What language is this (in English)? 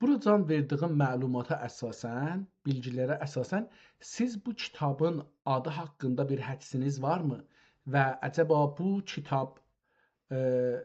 South Azerbaijani